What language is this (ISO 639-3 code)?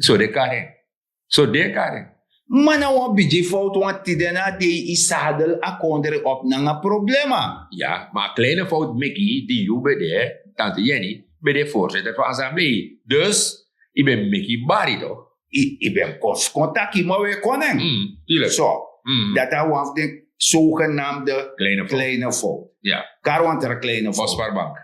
srn